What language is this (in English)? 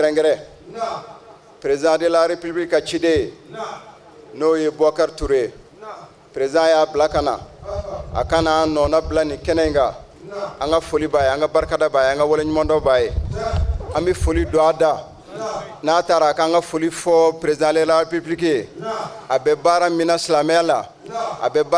Bambara